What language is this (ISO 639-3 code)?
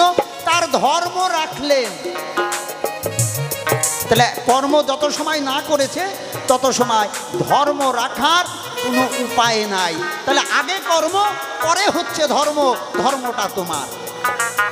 ben